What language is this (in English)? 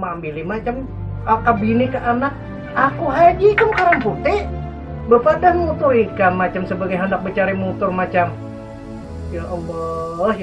Banjar